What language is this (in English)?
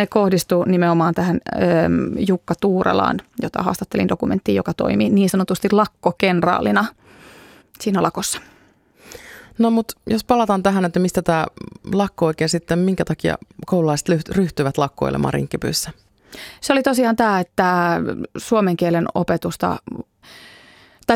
Finnish